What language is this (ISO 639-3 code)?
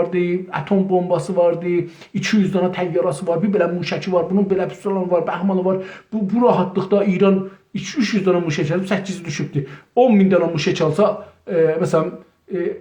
azb